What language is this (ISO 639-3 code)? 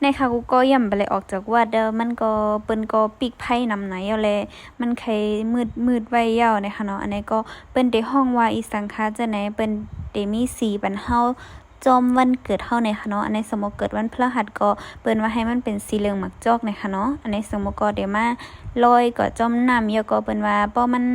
shn